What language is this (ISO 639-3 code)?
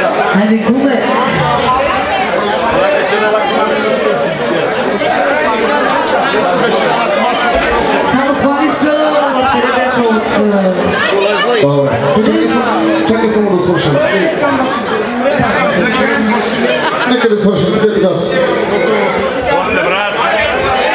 bul